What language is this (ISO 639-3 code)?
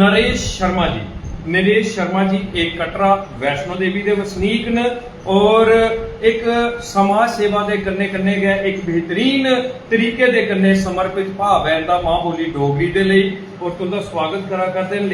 doi